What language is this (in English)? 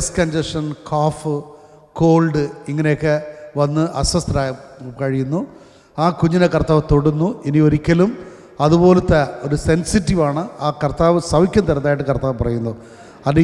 Malayalam